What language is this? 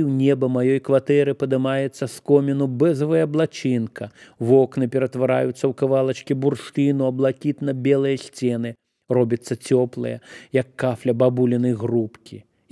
Belarusian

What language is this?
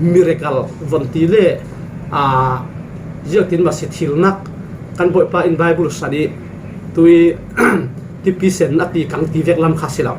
Falam Chin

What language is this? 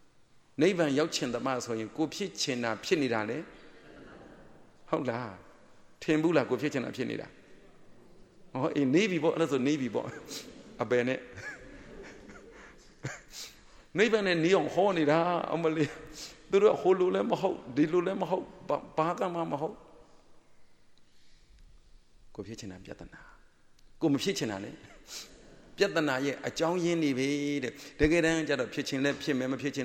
Burmese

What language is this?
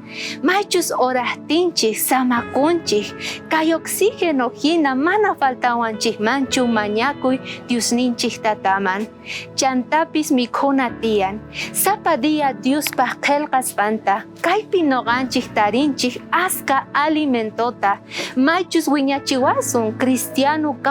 South Bolivian Quechua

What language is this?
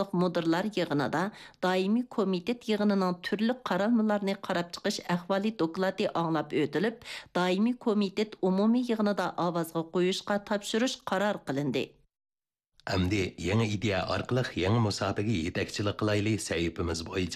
Uyghur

